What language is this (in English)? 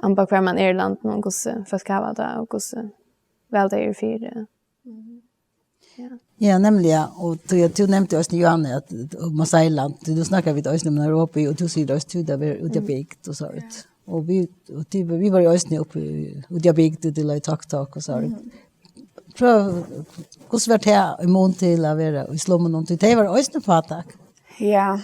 Faroese